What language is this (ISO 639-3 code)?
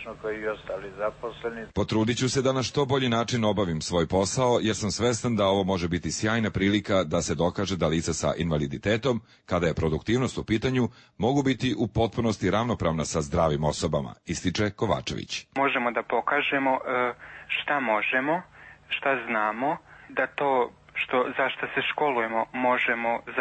srp